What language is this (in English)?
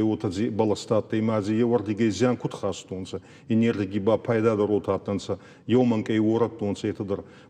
Ossetic